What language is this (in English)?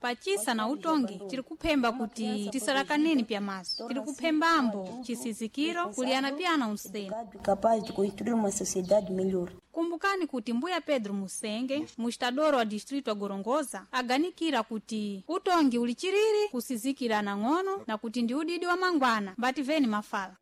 Sena